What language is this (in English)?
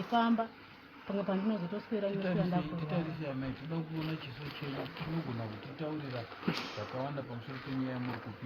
Shona